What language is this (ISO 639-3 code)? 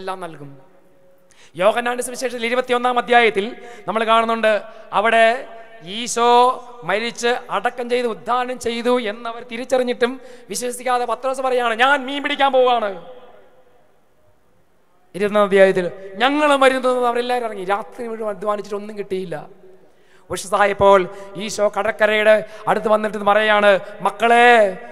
mal